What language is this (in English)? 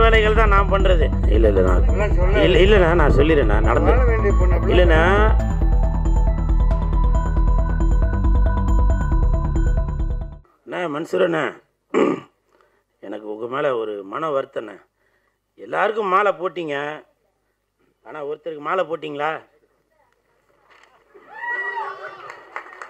Tamil